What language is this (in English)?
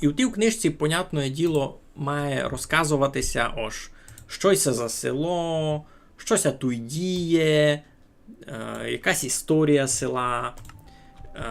Rusyn